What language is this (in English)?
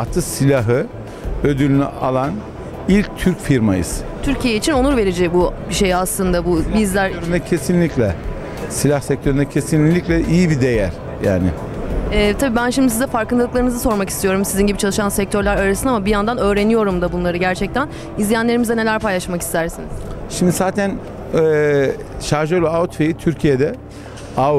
Turkish